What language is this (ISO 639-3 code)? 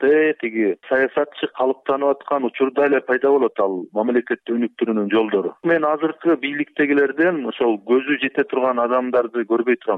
kir